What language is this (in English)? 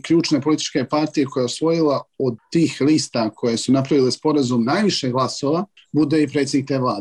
Bosnian